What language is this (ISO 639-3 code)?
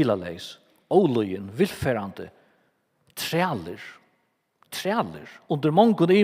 fao